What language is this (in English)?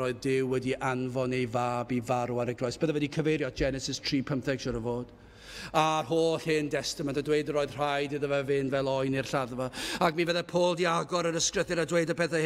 Welsh